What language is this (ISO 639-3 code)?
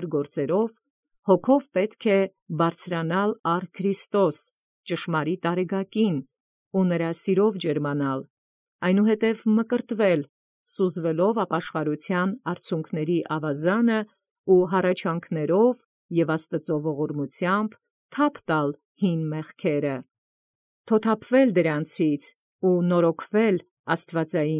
hye